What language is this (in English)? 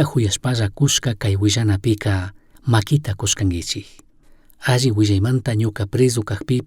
Chimborazo Highland Quichua